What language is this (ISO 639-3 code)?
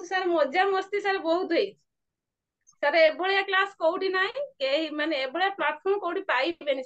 ori